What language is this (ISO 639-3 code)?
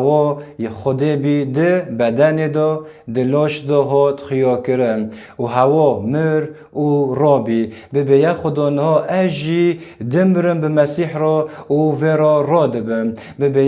kur